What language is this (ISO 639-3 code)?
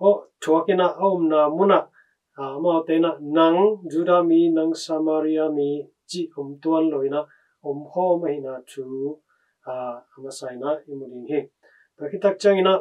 ctd